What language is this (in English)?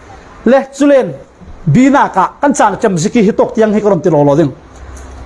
Falam Chin